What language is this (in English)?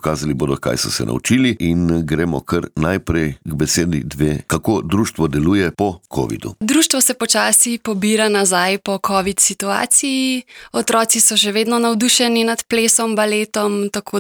Slovenian